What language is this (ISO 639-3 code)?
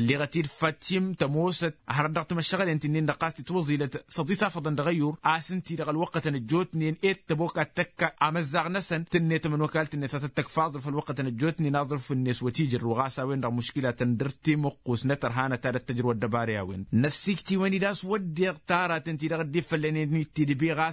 taq